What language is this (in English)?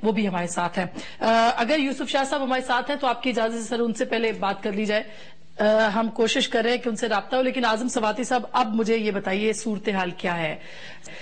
Urdu